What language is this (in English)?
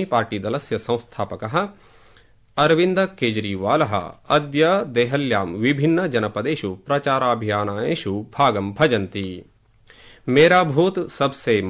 Sanskrit